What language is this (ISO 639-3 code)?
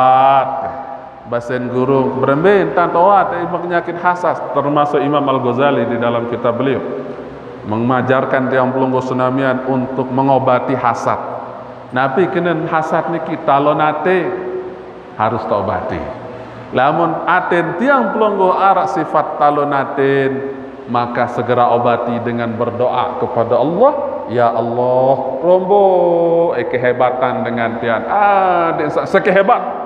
sas